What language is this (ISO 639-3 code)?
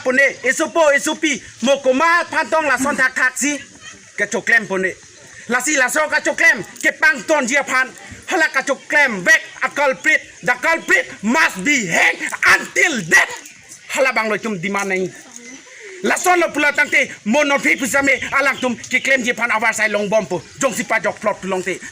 mjw